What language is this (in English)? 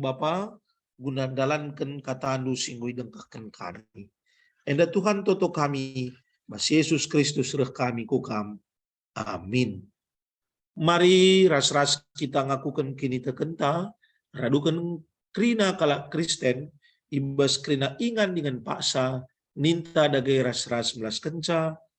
Batak Karo